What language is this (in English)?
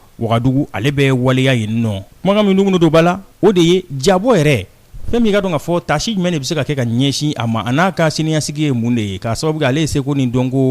Bambara